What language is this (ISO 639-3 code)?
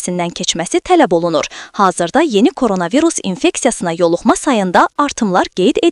aze